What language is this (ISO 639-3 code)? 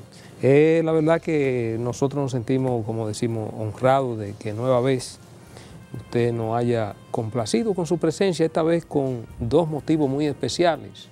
spa